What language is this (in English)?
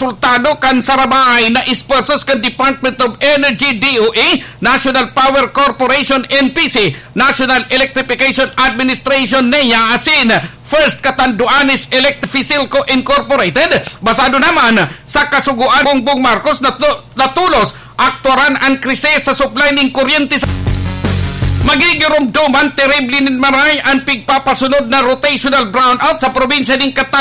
Bikol